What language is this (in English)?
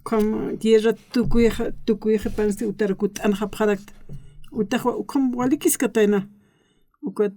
Aymara